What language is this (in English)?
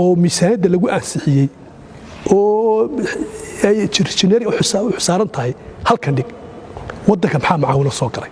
Somali